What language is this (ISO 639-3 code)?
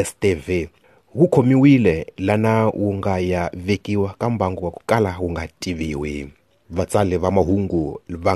tso